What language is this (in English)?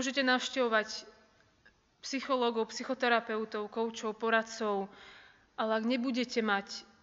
Slovak